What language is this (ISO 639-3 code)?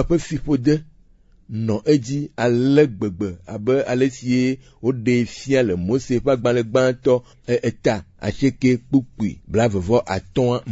ewe